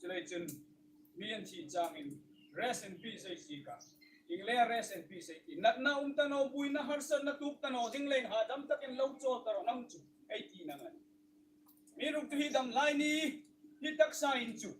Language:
Hmar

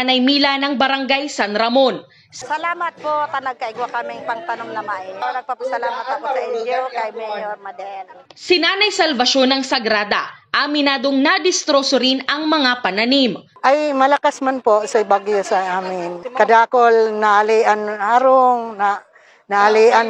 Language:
Bikol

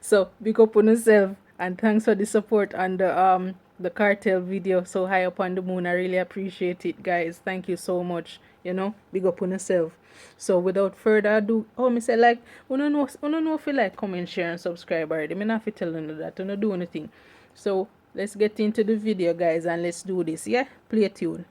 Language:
Jamaican Creole English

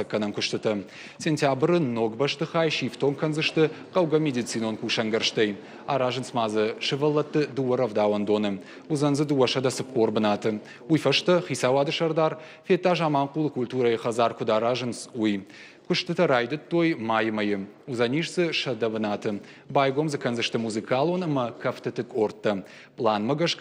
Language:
Ossetic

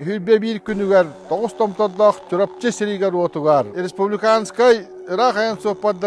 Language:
Yakut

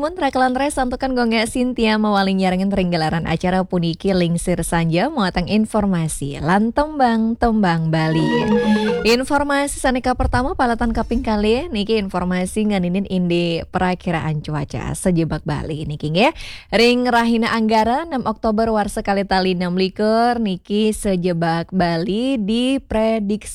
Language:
Balinese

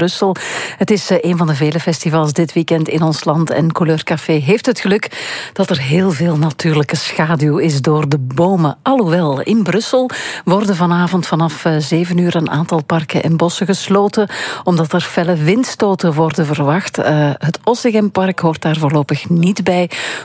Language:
Dutch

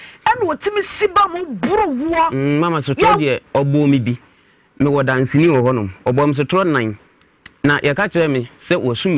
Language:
Akan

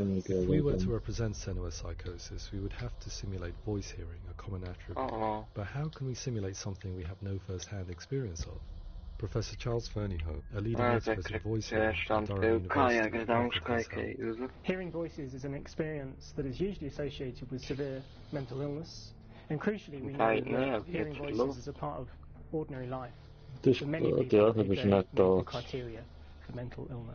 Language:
Swiss German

